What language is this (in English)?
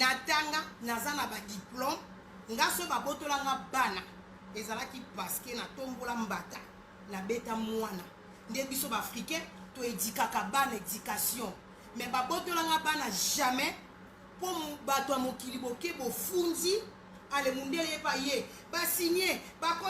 Lingala